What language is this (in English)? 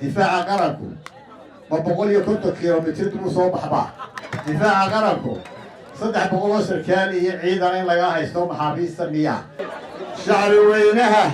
Somali